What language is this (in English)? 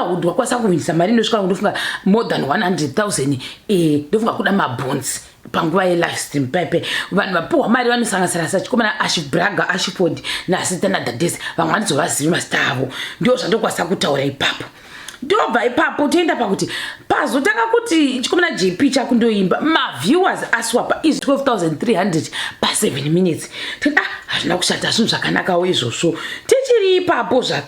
Shona